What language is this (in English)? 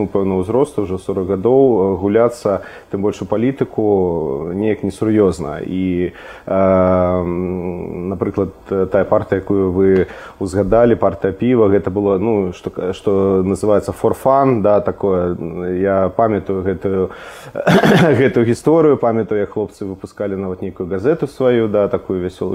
Belarusian